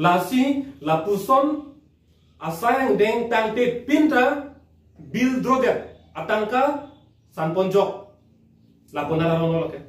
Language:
Karbi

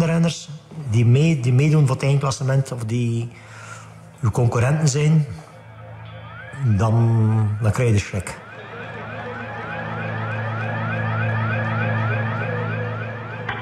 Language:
Dutch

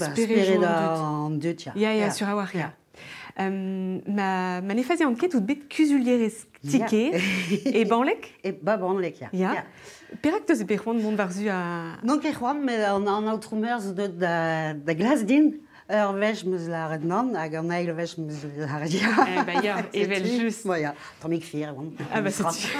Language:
Breton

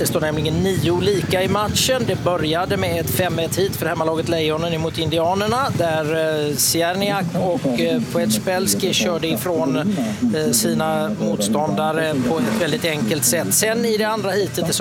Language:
Swedish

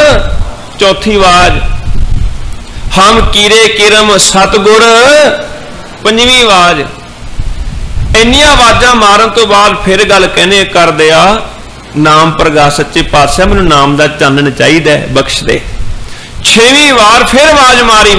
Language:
Punjabi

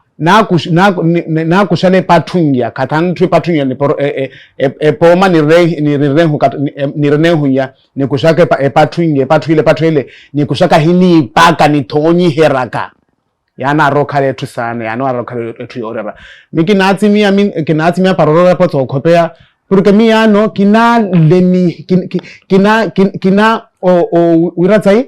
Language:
Makhuwa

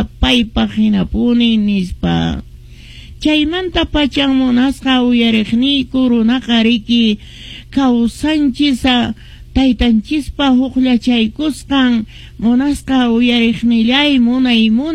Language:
Quechua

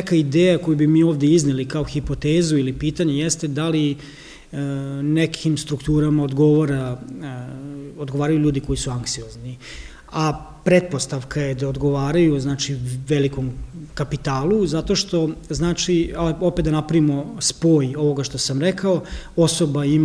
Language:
Serbian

